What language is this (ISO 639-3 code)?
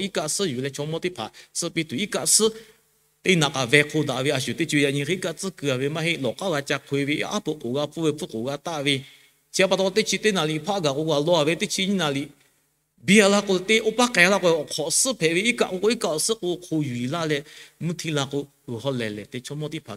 lhu